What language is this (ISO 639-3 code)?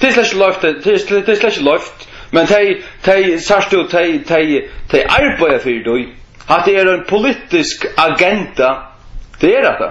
fao